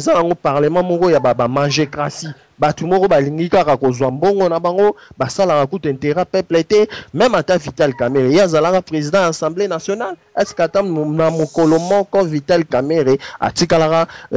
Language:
Lingala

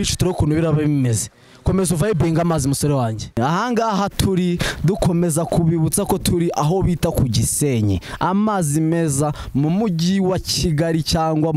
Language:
Kinyarwanda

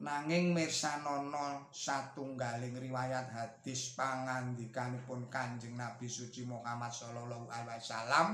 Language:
Javanese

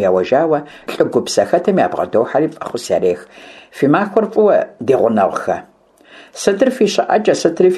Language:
Kabardian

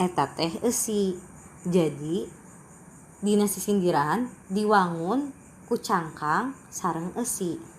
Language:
Sundanese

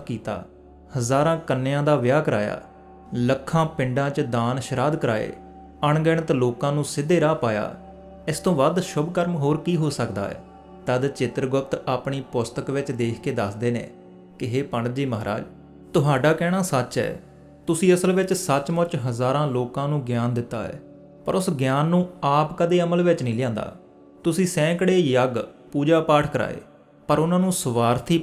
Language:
Punjabi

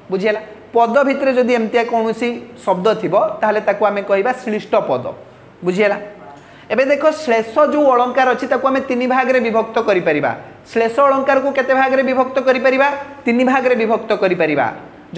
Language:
Odia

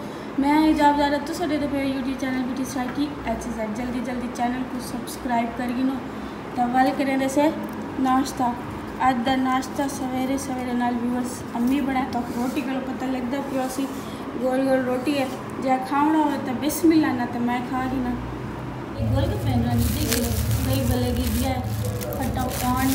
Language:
Saraiki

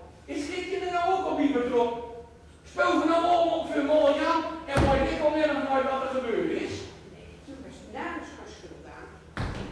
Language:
Gronings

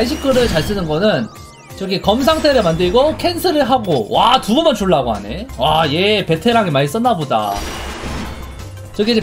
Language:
Korean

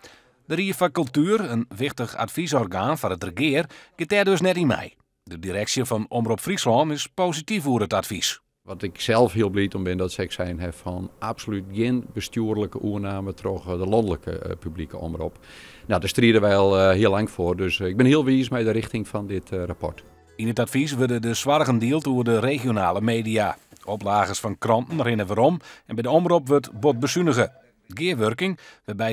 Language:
Western Frisian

